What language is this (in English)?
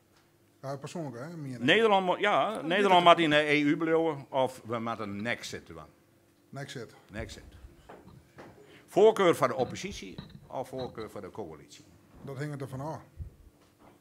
Dutch